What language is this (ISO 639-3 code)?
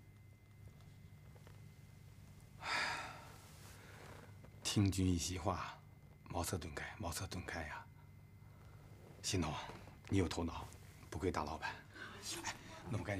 zho